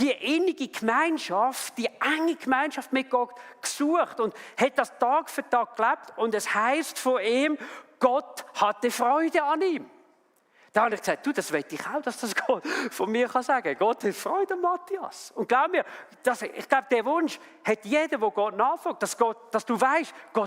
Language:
Swiss German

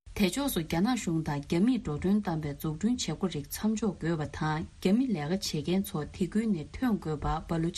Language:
Tibetan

